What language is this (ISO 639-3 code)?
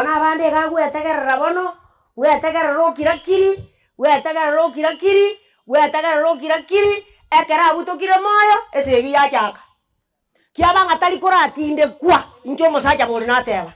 guz